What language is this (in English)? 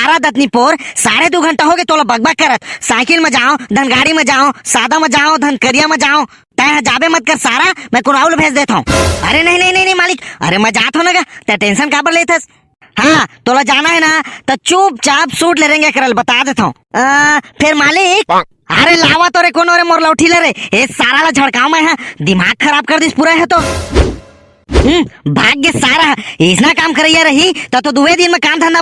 Chhattisgarhi